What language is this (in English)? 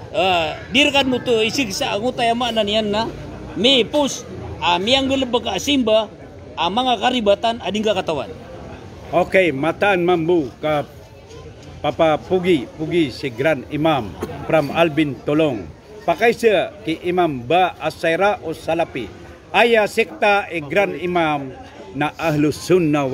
Maranao